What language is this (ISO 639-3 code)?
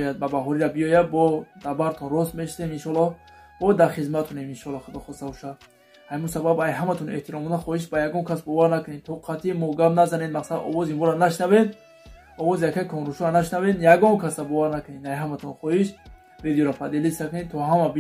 tgk